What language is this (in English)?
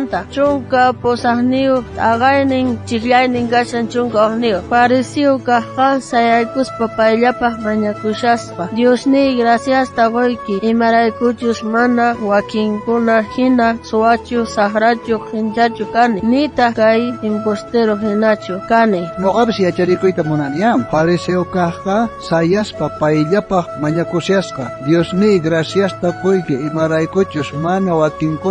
South Bolivian Quechua